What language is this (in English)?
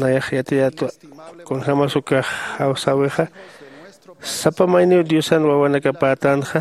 Aymara